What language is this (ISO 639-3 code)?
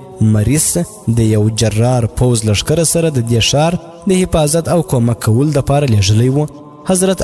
pus